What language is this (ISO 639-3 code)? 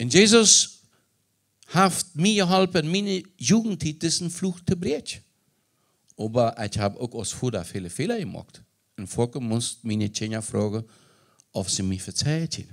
pdt